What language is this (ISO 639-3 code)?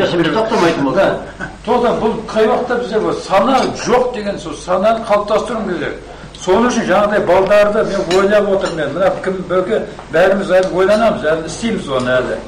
kaz